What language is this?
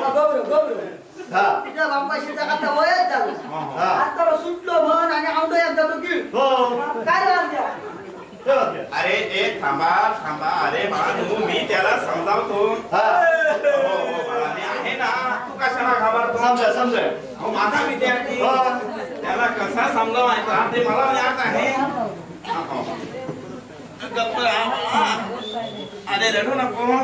Marathi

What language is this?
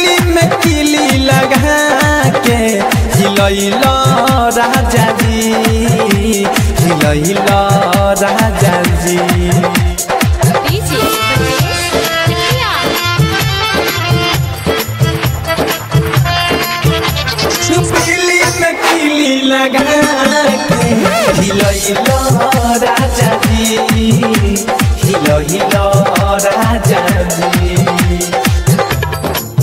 Bhojpuri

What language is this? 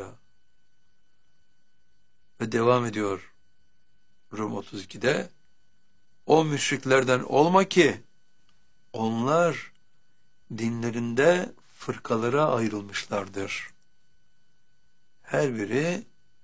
Turkish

